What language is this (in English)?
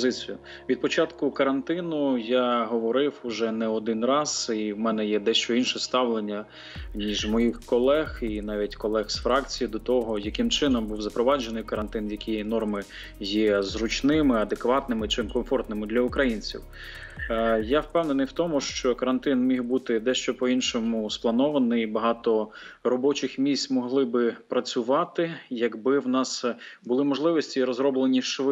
Ukrainian